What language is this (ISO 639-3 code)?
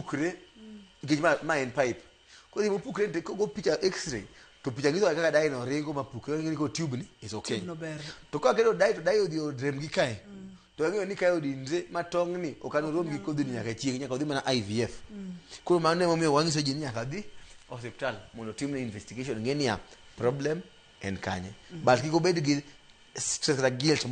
luo